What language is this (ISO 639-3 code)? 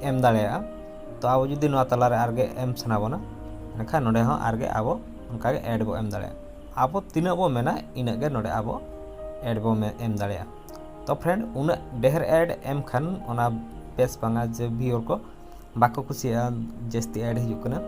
sat